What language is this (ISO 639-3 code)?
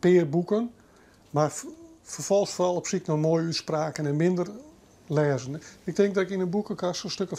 fry